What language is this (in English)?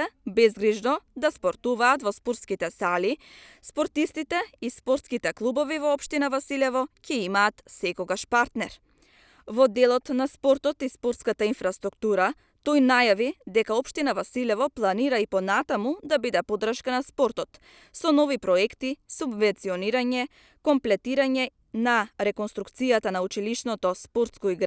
Macedonian